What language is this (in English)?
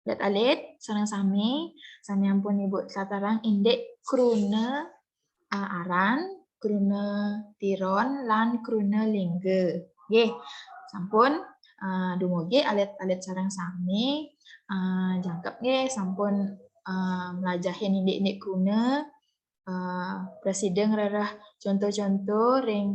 Balinese